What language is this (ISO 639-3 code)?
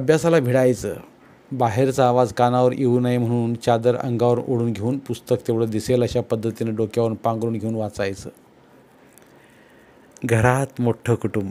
mar